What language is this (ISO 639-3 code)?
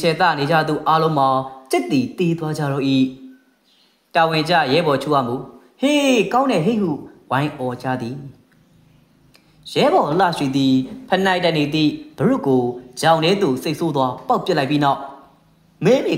mya